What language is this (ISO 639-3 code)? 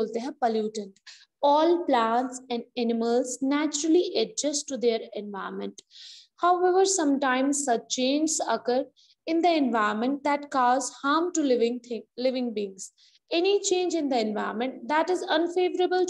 hin